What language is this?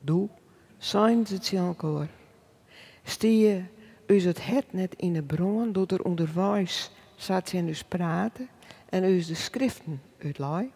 Western Frisian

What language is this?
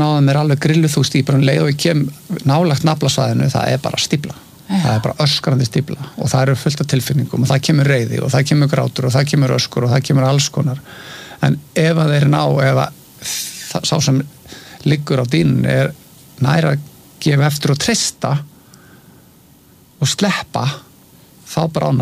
Icelandic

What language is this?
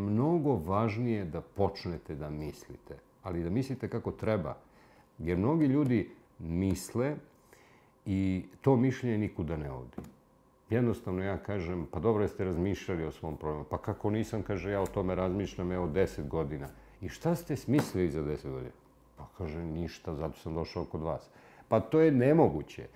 Serbian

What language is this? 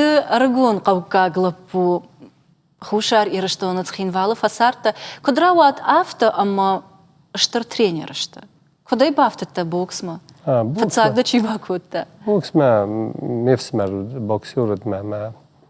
Ossetic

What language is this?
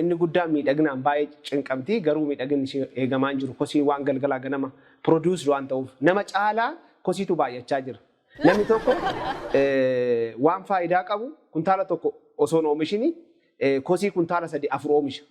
Oromo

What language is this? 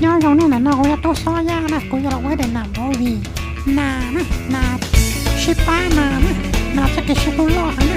Hmong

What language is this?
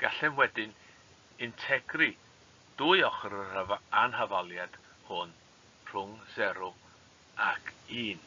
Welsh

